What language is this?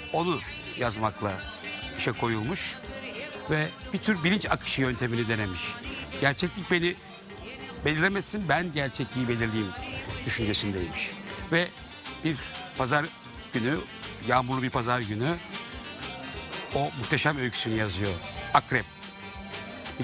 Turkish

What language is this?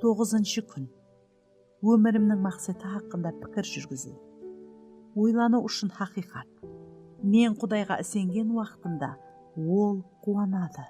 Kara-Kalpak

